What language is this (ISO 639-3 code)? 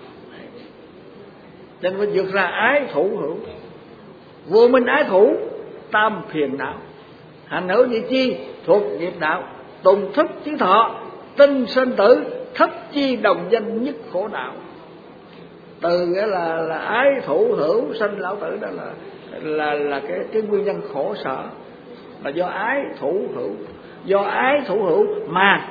vie